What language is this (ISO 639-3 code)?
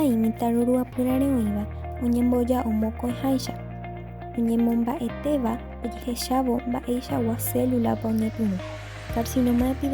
grn